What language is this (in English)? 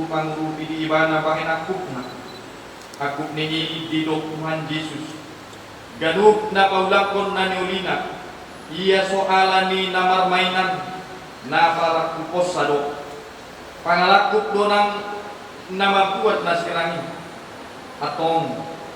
Batak Toba